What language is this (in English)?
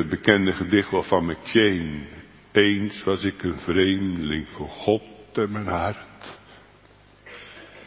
Dutch